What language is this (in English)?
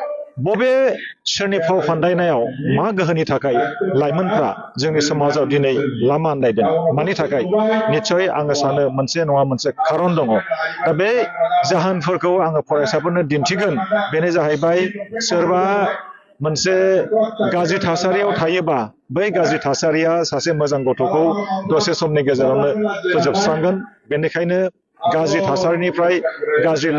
Bodo